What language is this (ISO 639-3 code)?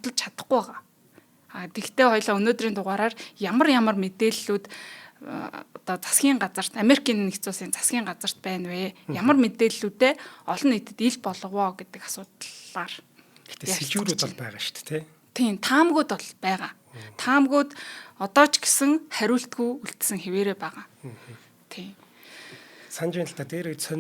mon